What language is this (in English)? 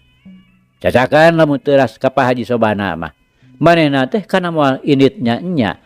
Sundanese